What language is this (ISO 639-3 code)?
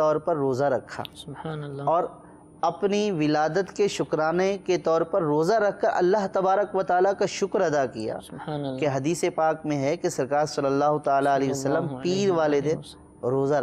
urd